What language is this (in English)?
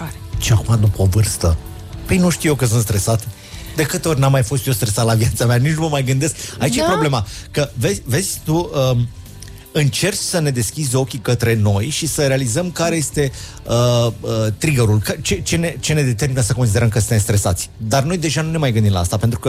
Romanian